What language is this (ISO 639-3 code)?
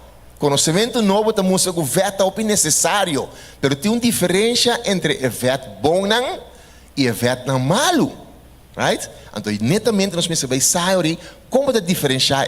pap